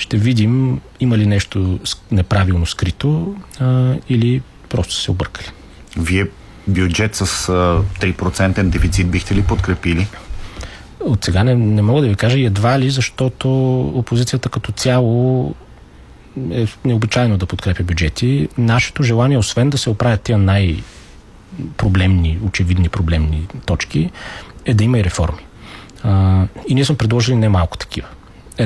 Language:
Bulgarian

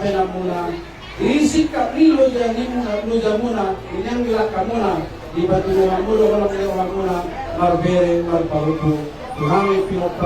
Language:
Batak Toba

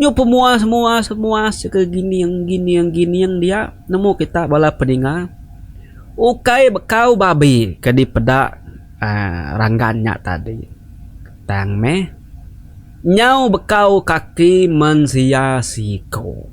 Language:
Iban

